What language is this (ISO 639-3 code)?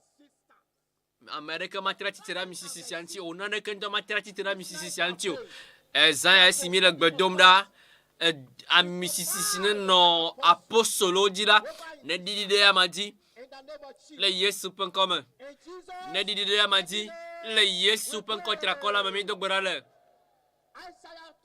ewe